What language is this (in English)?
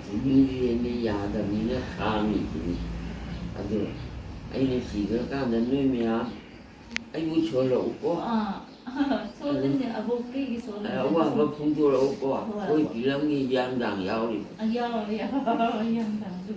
Manipuri